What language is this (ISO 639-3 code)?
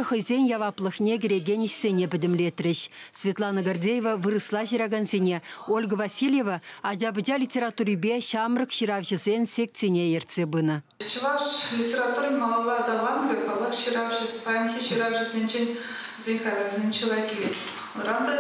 chv